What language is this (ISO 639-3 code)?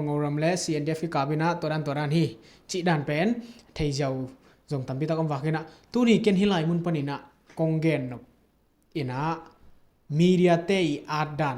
ctd